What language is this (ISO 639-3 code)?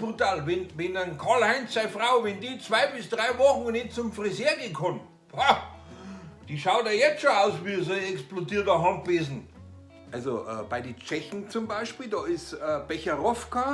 bar